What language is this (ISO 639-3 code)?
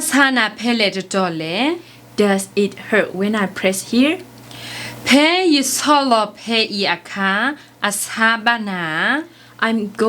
ksw